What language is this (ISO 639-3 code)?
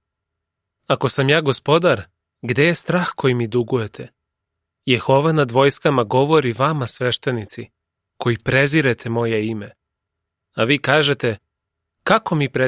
srp